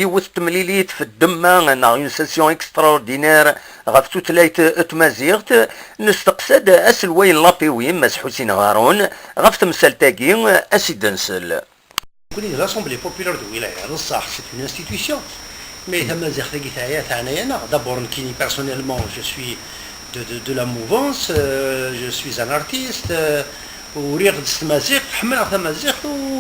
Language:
Kabyle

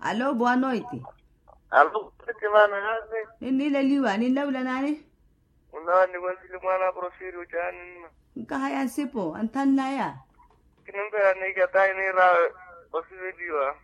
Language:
Makhuwa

